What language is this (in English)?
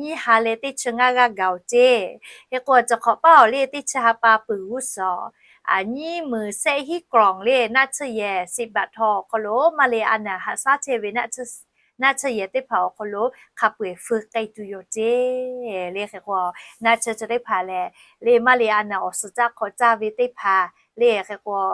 Lahu